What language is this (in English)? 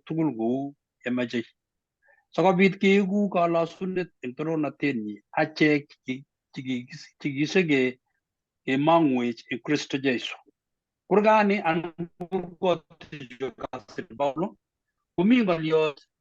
Kalenjin